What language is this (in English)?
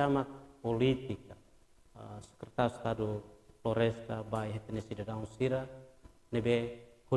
Tetum